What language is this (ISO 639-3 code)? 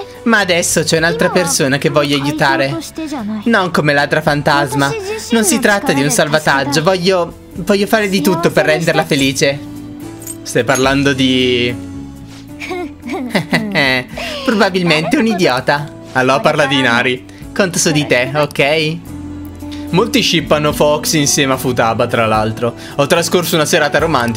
ita